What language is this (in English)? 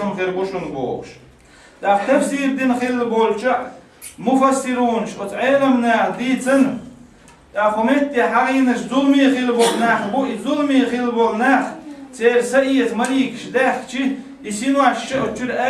Chechen